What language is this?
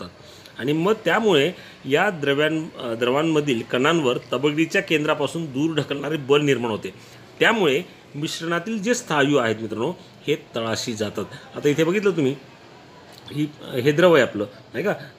Marathi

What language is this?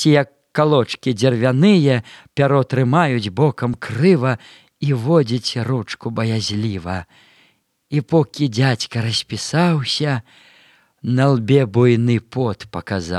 Belarusian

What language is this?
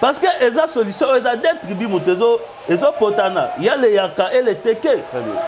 Lingala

